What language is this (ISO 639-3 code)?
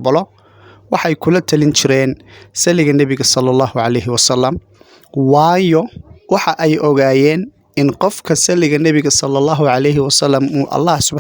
som